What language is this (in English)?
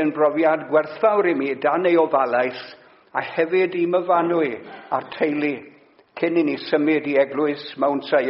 Welsh